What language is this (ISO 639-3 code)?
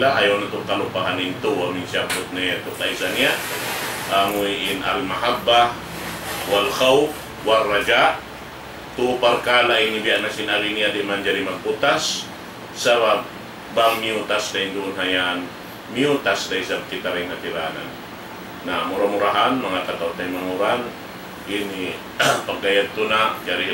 tsg